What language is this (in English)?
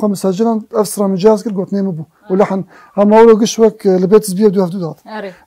Persian